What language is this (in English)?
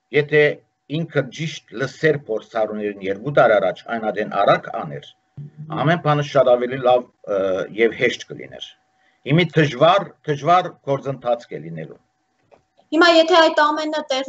Armenian